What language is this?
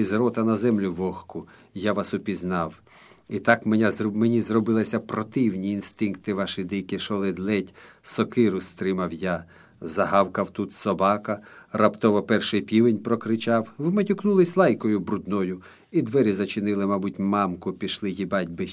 Ukrainian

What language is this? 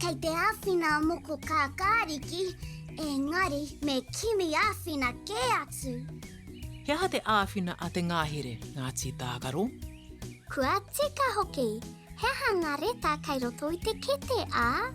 Māori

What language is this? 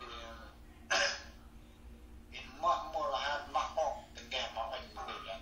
Central Mnong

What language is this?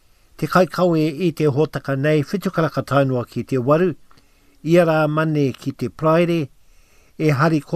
Māori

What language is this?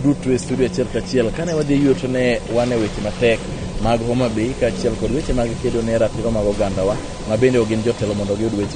Luo (Kenya and Tanzania)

